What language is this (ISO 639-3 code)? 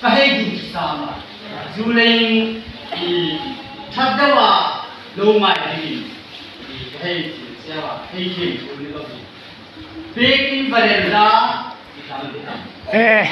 hmr